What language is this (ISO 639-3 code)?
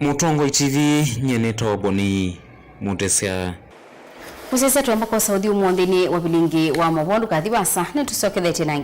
kam